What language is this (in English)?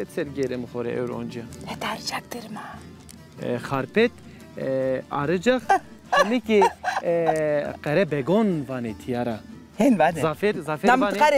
Zaza